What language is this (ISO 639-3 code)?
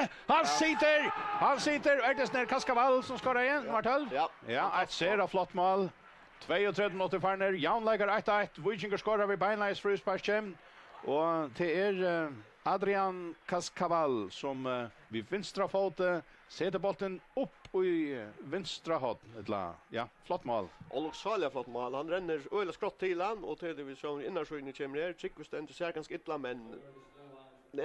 fao